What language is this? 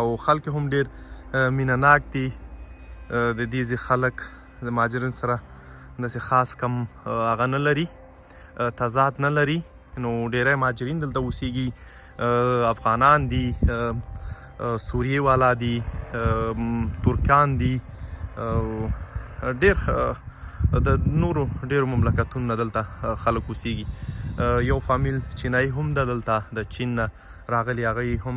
Pashto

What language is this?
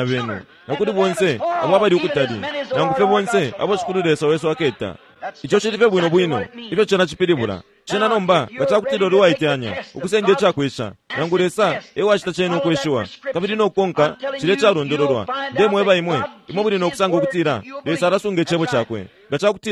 Bemba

